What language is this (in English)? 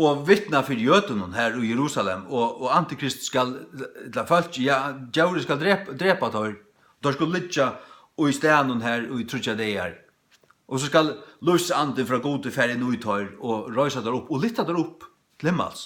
Faroese